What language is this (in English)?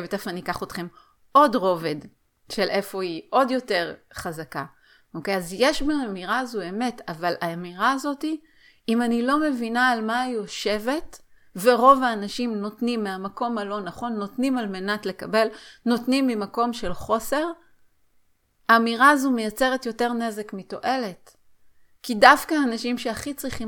Hebrew